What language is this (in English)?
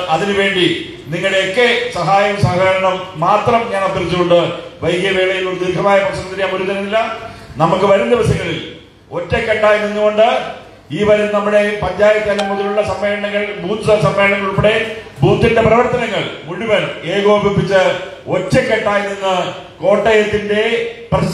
Malayalam